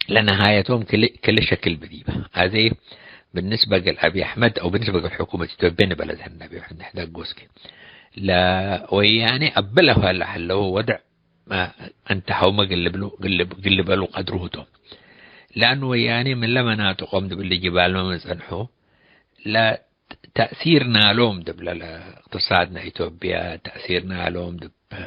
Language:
Tigre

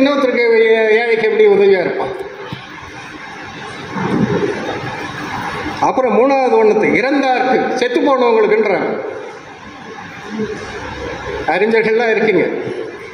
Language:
Tamil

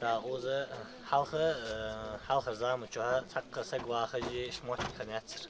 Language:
Ingush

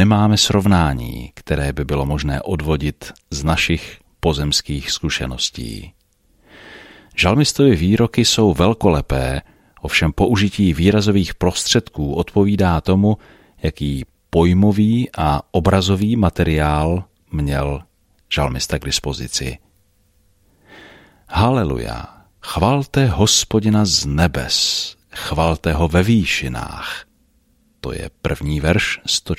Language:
Czech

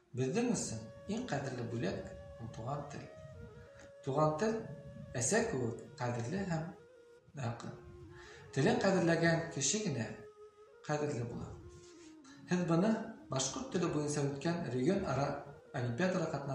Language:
Bashkir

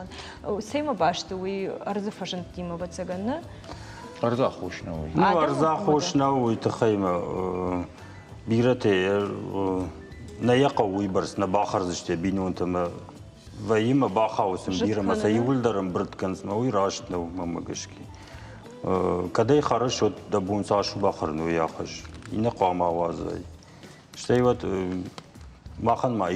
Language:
Ossetic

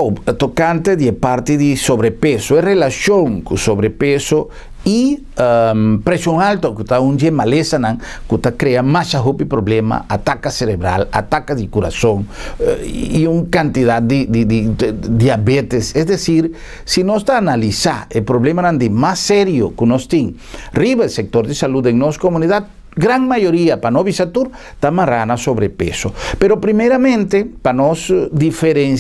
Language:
Papiamento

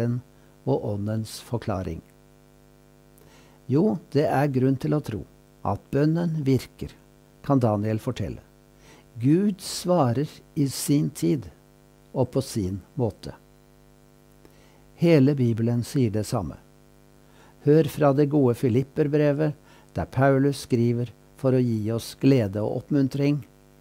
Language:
Norwegian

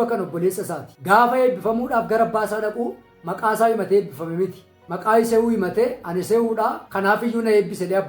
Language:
Oromo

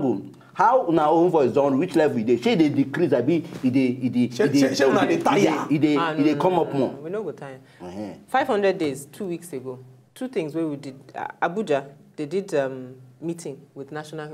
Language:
Nigerian Pidgin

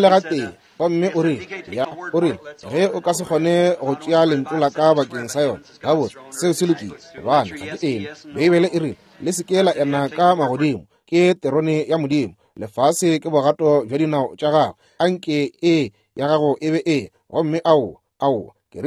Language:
Northern Sotho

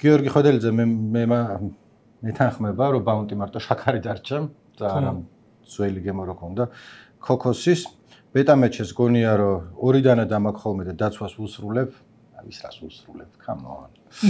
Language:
Georgian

